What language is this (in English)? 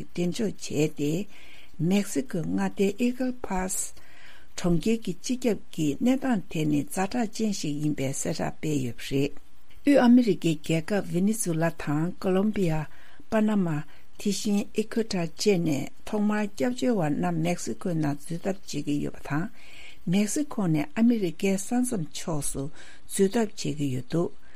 Tibetan